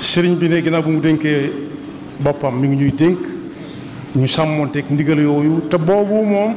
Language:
Wolof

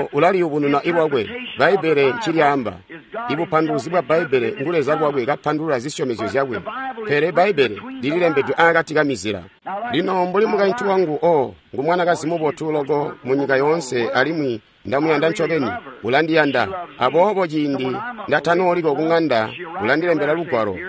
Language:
Tonga (Zambia)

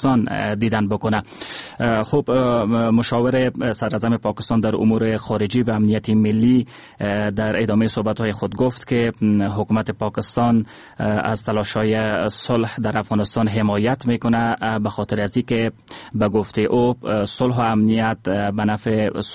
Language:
Persian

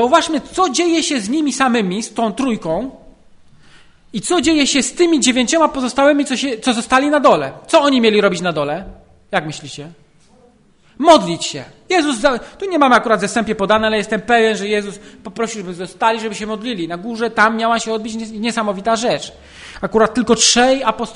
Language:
Polish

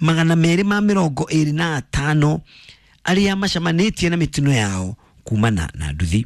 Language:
Kikuyu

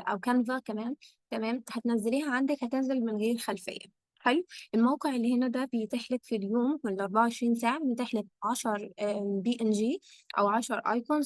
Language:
Egyptian Arabic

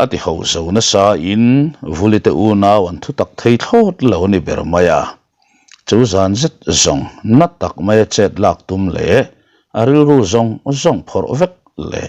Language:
Mizo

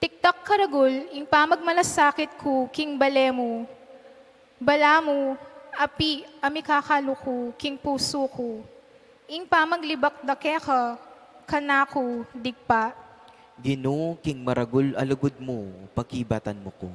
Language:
Pampanga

